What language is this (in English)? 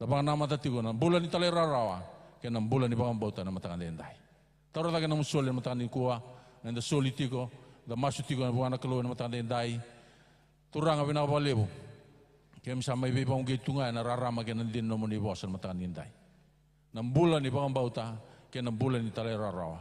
Fijian